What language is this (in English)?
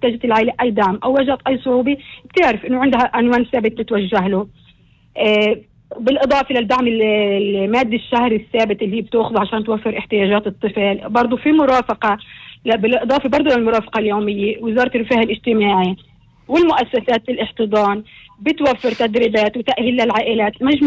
North Levantine Arabic